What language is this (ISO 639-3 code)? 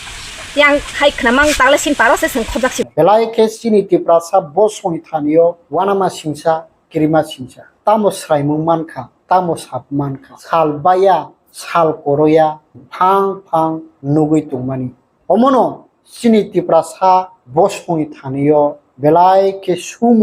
trp